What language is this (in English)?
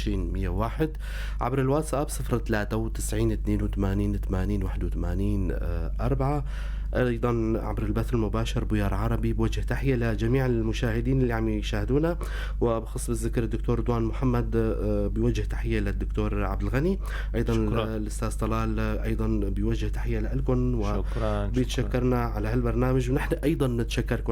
North Levantine Arabic